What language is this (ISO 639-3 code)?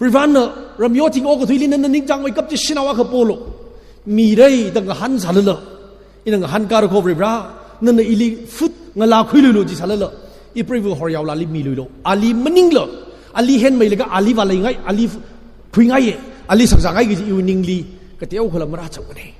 nmf